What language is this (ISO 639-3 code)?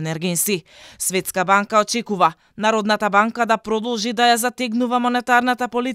mkd